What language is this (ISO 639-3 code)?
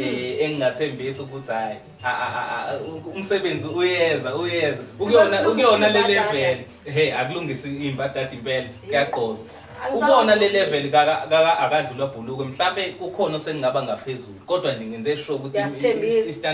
zul